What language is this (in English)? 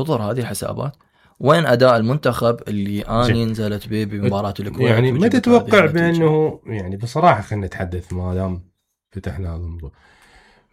Mesopotamian Arabic